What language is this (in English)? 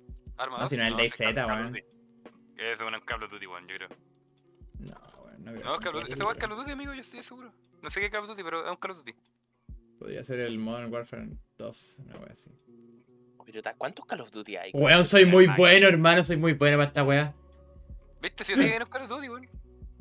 Spanish